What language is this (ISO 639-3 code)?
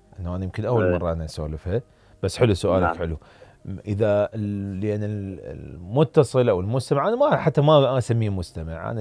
acm